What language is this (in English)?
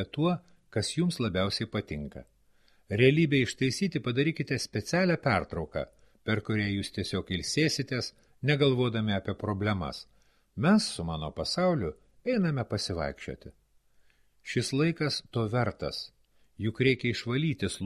Lithuanian